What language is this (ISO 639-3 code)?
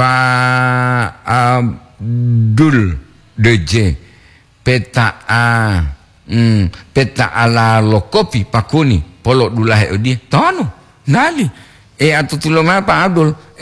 gor